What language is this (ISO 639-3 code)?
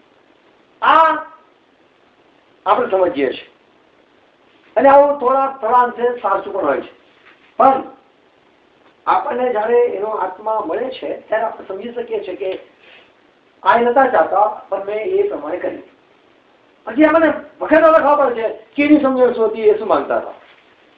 guj